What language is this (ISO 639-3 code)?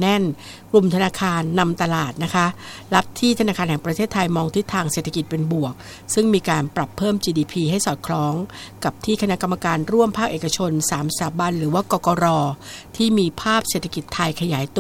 tha